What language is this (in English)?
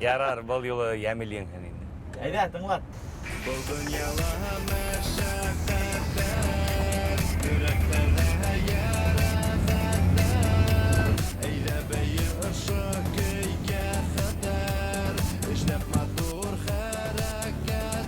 Bashkir